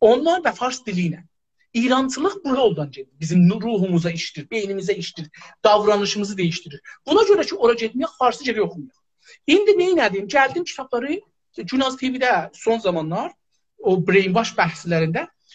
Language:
South Azerbaijani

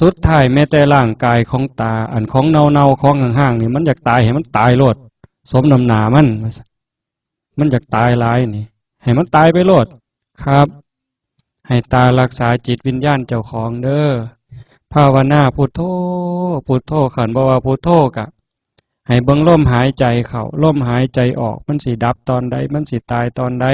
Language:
Northeastern Thai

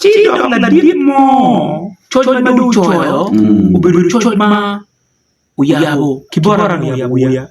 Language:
Acoli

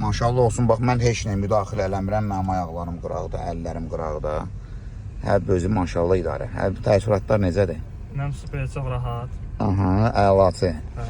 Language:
Azerbaijani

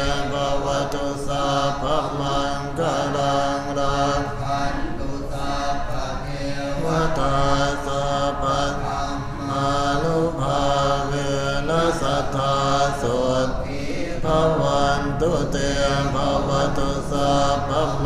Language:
Pali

